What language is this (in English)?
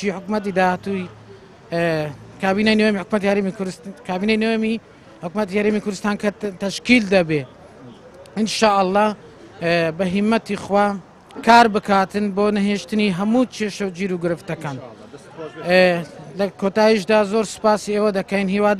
Central Kurdish